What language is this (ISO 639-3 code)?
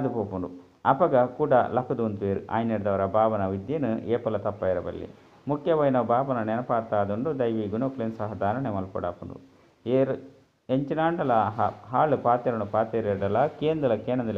tcy